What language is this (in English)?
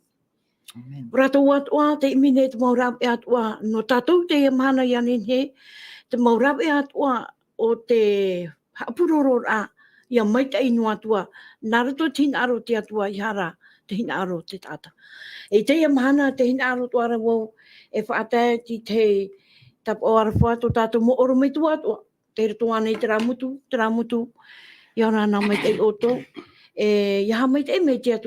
Tahitian